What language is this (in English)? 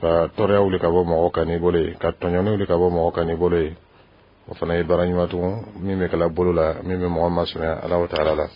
Dyula